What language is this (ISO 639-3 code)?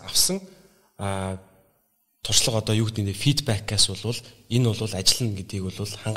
mon